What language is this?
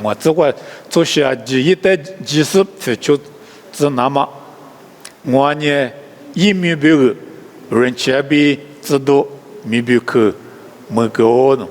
Lisu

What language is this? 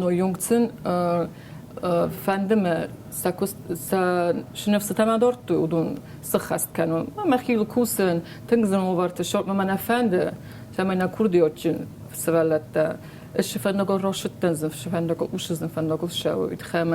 Ossetic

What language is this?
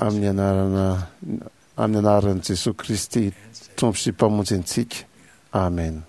Malagasy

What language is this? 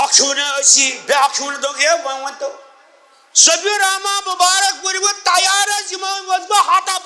Kashmiri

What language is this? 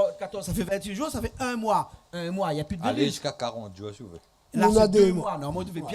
Réunion Creole French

